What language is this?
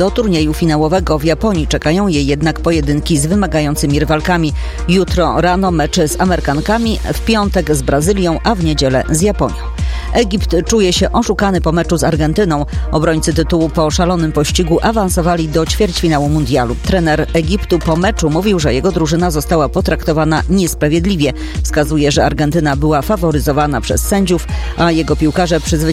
Polish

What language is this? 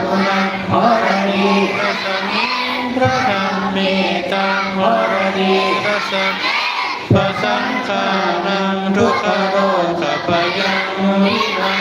Pali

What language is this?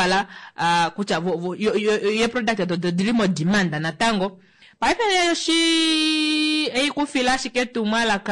Kuanyama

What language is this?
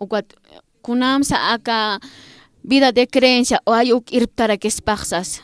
Aymara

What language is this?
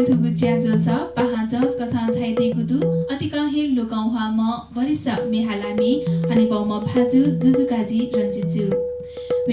Newari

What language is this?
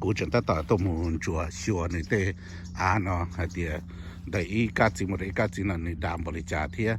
Hmong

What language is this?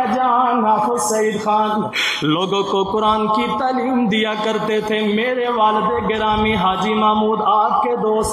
Urdu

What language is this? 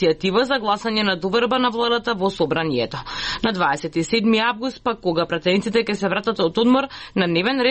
Macedonian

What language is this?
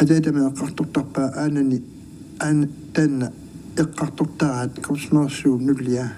Kalaallisut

